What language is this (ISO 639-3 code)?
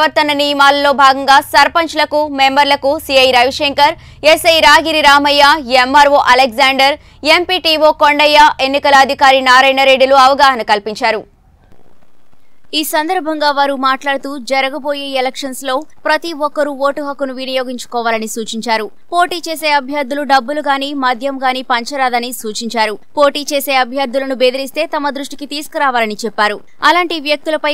tel